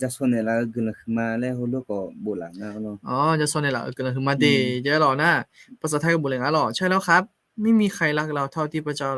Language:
Akha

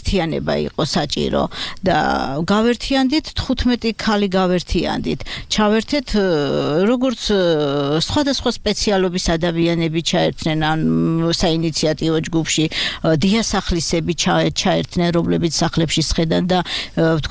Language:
Georgian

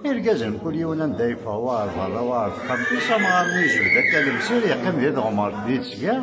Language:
Kabyle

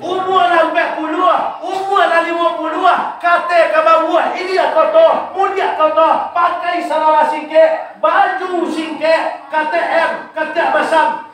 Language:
Minangkabau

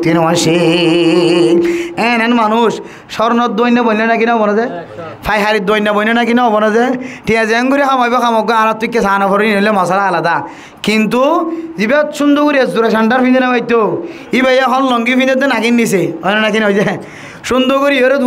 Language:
Rohingya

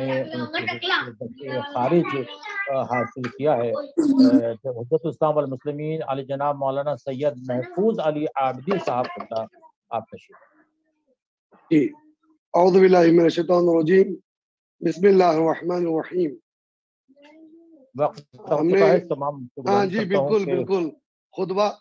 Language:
Urdu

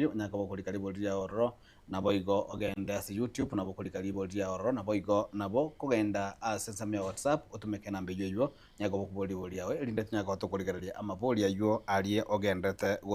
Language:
Gusii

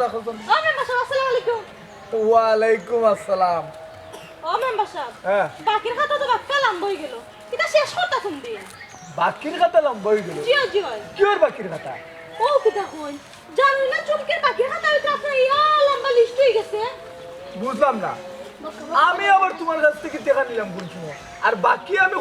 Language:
Sylheti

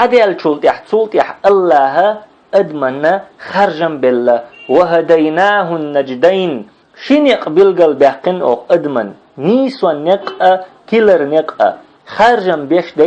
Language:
Chechen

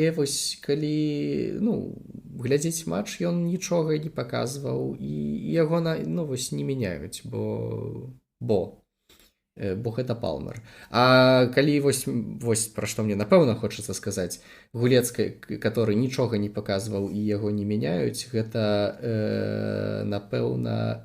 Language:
Belarusian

